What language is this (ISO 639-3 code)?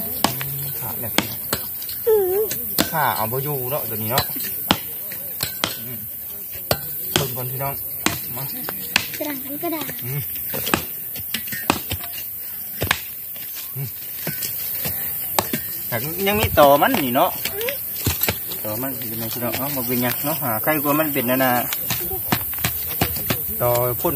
tha